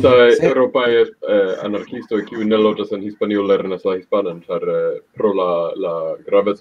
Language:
Esperanto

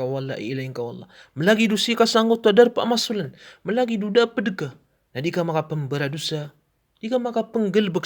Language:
Maranao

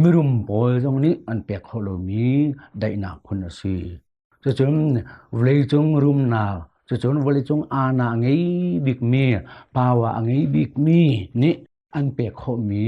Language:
Hakha Chin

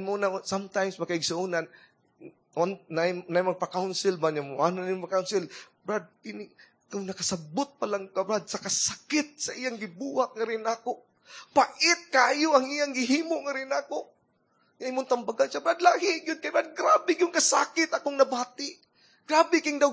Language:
Cebuano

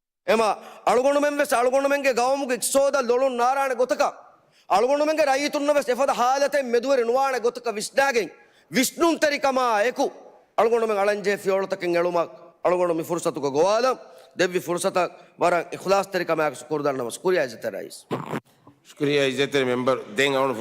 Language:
Divehi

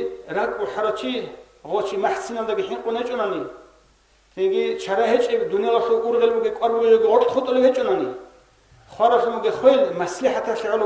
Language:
Avaric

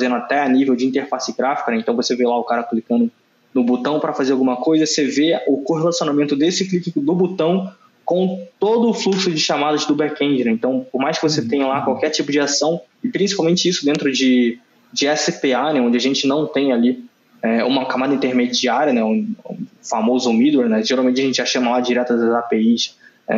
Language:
Portuguese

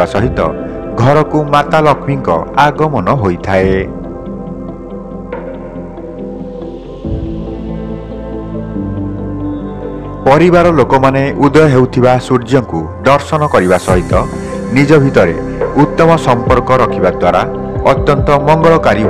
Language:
Odia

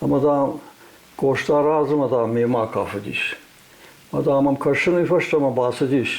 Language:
Ossetic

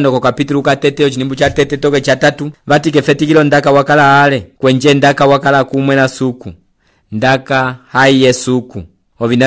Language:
Umbundu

